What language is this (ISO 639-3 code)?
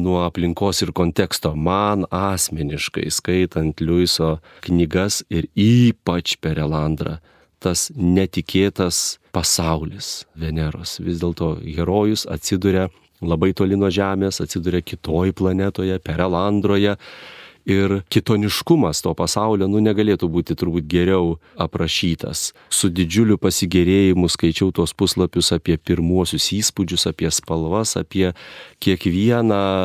lit